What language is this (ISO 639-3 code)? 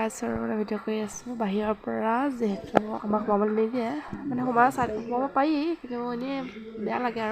asm